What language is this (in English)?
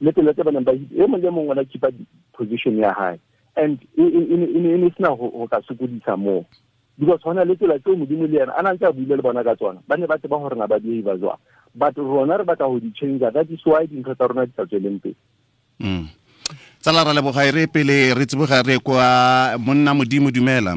Tswana